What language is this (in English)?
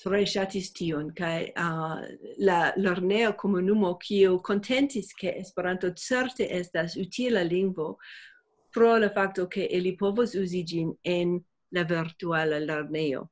Esperanto